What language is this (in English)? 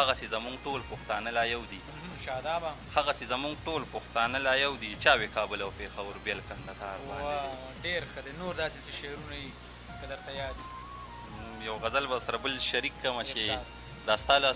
Pashto